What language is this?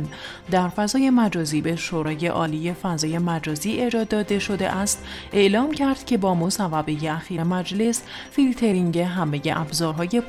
Persian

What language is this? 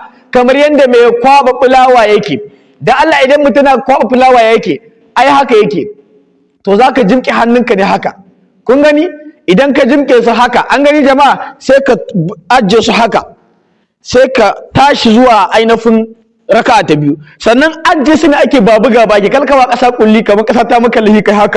Hausa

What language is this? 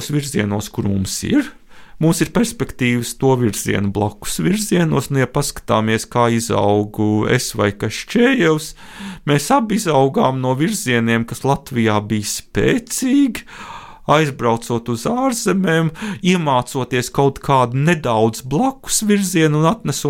Latvian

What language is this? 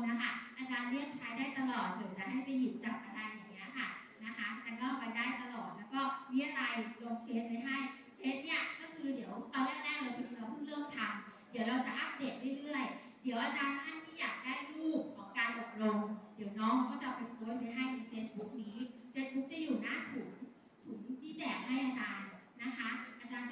Thai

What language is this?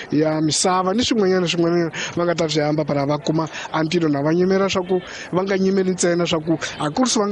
Tsonga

